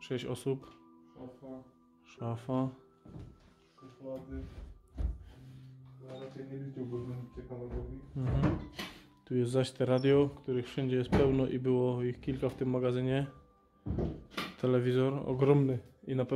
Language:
Polish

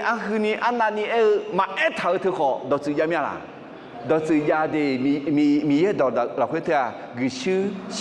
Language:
Akha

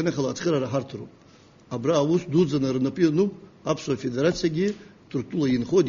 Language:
Abkhazian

